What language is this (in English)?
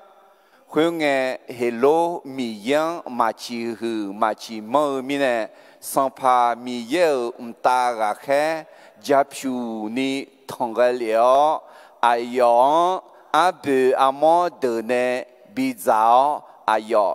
Akha